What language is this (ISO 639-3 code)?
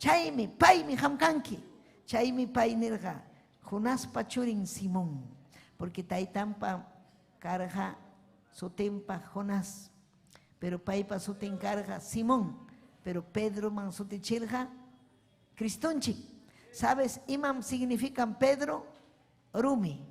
quy